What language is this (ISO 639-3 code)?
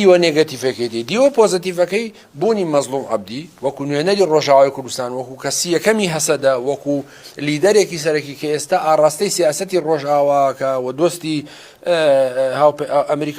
ckb